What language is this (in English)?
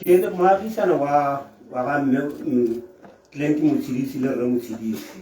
Tswana